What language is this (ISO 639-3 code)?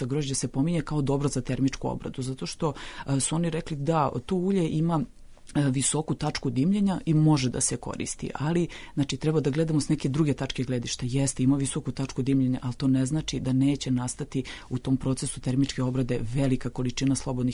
srp